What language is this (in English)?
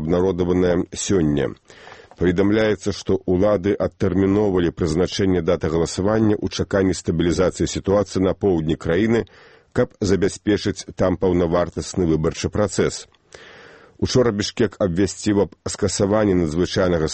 Belarusian